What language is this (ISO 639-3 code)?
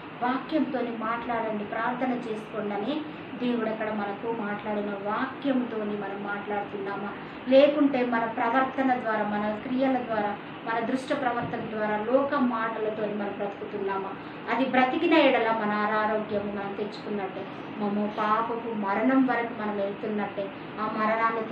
tel